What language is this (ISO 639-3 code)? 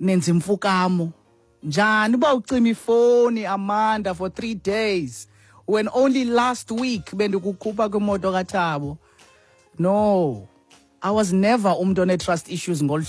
xho